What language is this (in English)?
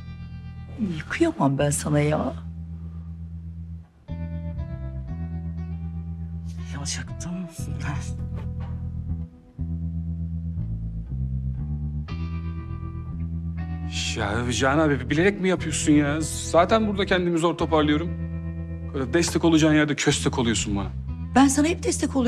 Turkish